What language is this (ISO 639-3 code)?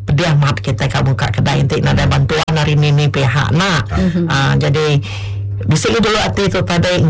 msa